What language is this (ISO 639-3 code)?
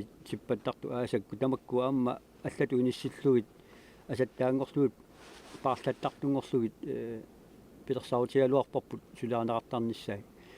kal